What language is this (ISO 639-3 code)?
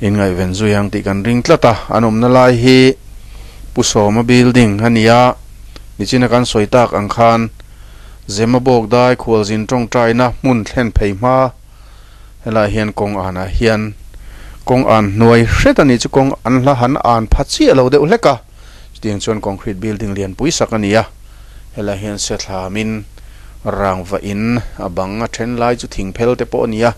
lus